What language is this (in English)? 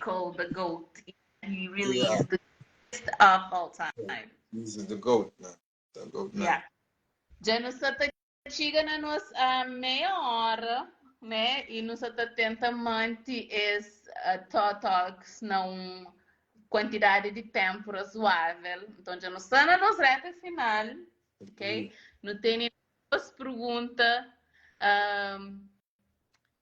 Kabuverdianu